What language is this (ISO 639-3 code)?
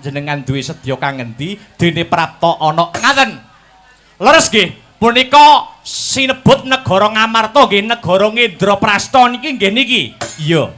jav